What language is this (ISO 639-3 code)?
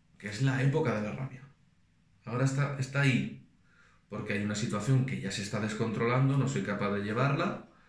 spa